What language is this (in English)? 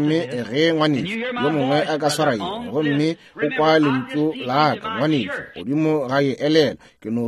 Northern Sotho